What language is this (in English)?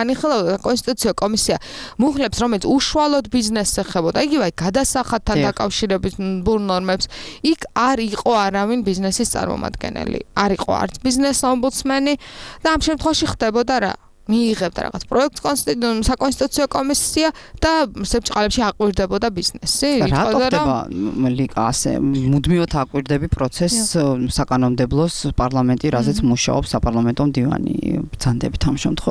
Georgian